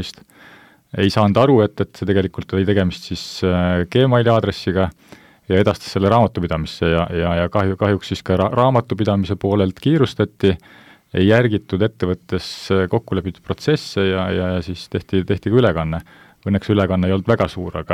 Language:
Estonian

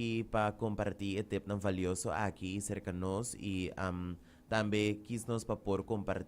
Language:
Papiamento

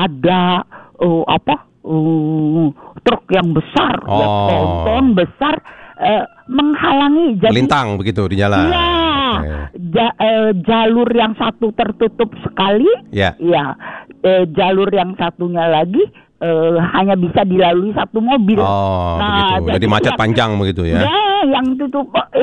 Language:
Indonesian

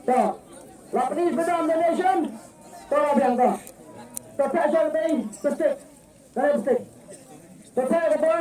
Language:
Khasi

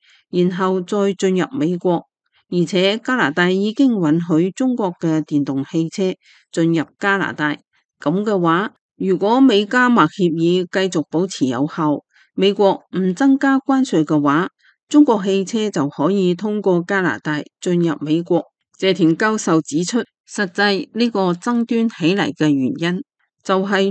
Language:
Cantonese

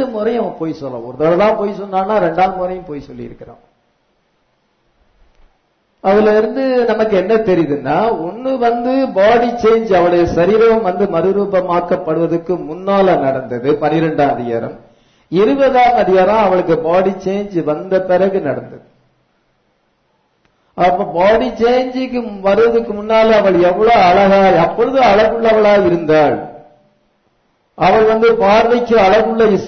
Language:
Tamil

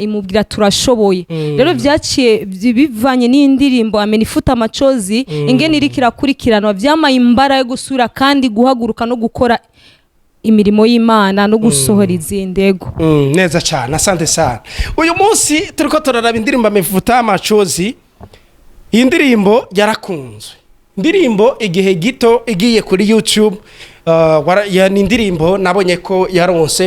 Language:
Rundi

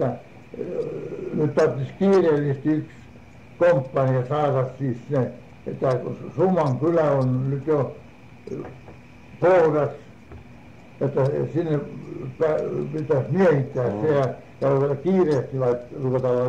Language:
Finnish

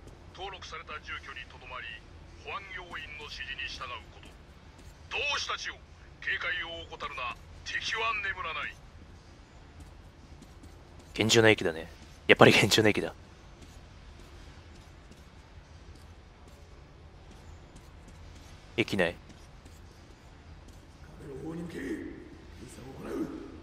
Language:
Japanese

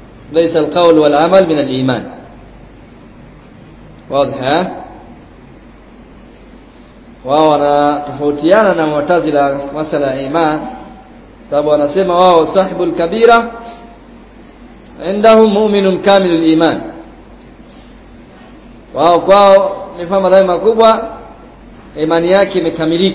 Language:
Swahili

